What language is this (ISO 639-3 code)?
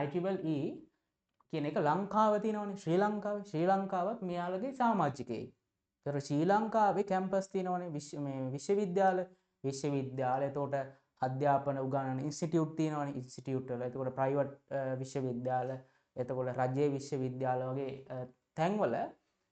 sin